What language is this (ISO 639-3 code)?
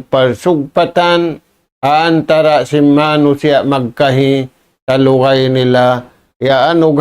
tsg